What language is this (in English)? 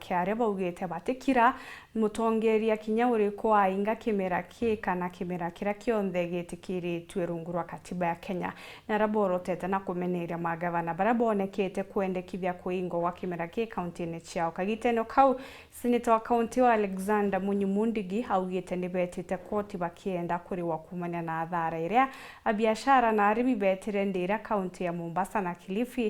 Meru